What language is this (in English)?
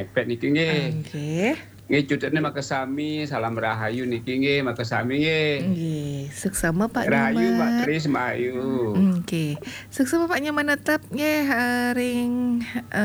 Balinese